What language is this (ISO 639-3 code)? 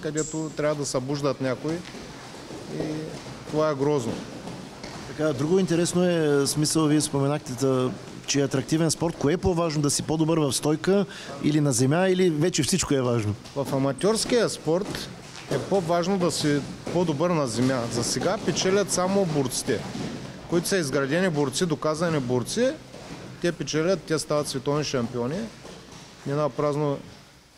bul